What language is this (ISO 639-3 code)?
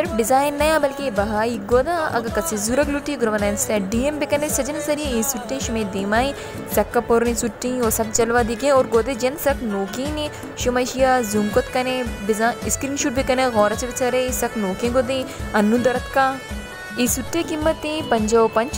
bal